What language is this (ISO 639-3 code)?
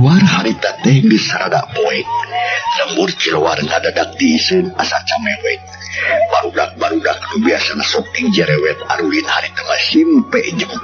sun